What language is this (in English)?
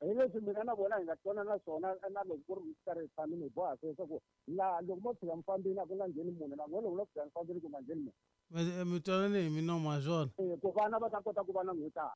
Tsonga